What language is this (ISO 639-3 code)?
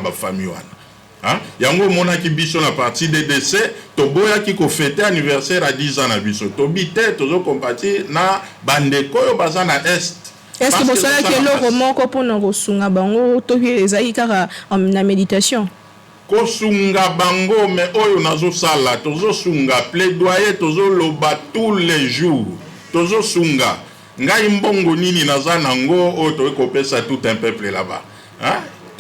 lin